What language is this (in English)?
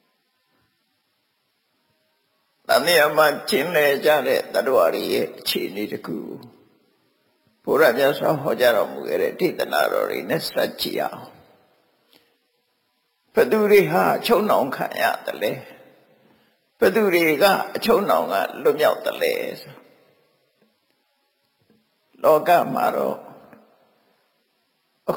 Burmese